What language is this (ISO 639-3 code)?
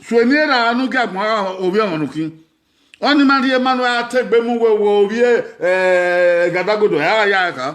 bin